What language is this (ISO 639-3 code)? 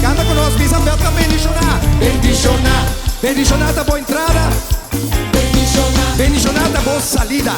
pap